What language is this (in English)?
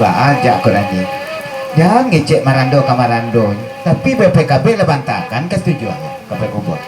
Minangkabau